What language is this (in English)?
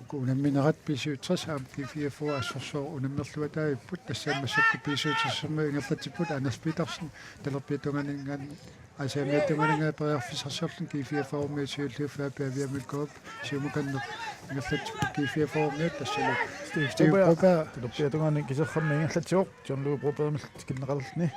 Kalaallisut